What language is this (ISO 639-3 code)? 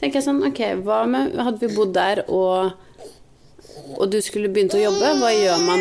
nor